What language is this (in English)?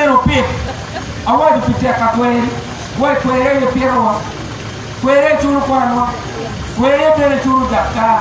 Acoli